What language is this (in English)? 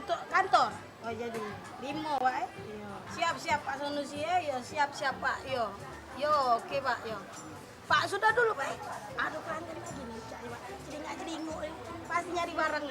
Musi